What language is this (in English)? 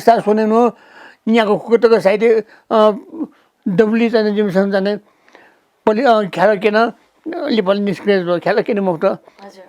Newari